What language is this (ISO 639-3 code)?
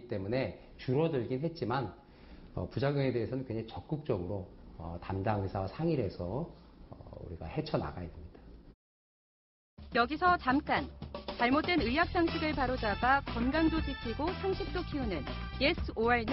kor